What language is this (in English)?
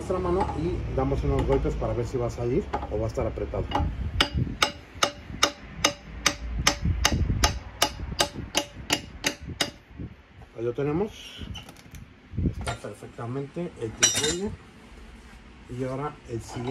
Spanish